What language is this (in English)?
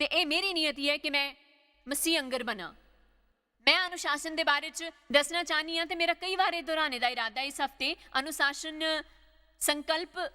Dogri